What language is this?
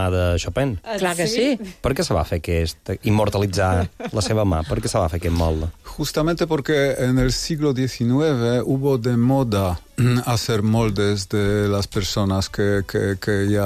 Catalan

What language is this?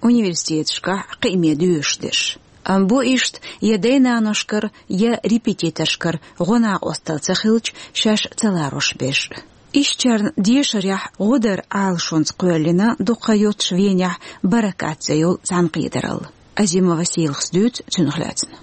Chechen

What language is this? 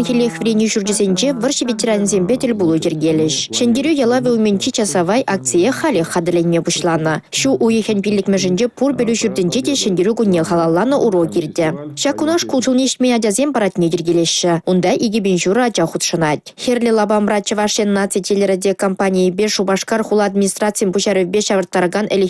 Chuvash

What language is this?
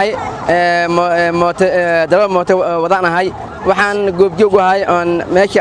Somali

